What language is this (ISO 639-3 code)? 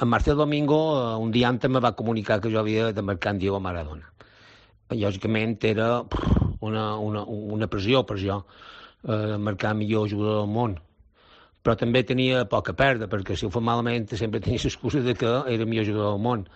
cat